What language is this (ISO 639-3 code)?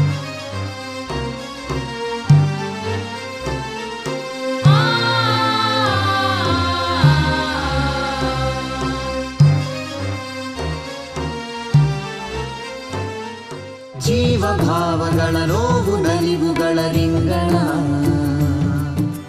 kan